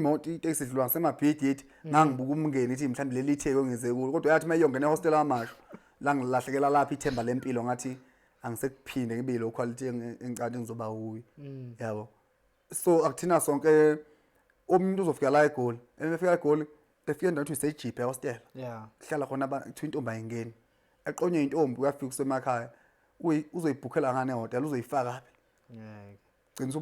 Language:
Zulu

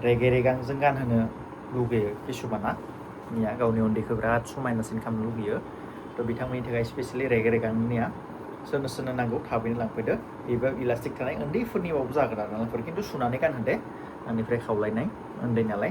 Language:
Bodo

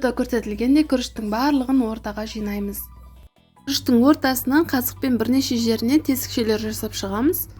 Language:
Kazakh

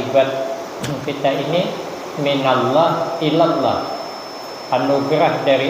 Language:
Banjar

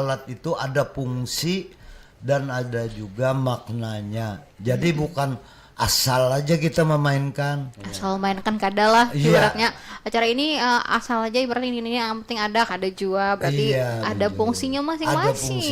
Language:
Banjar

